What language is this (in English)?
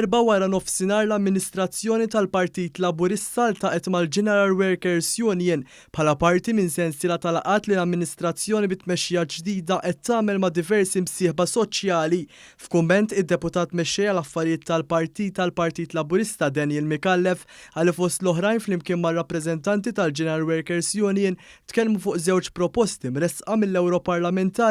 Maltese